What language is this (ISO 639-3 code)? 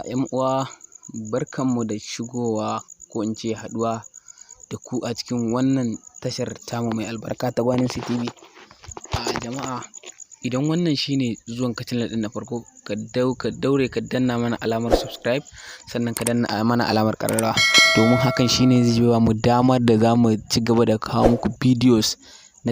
hau